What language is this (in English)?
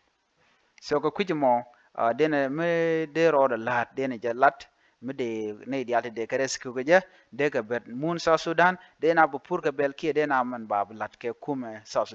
Nuer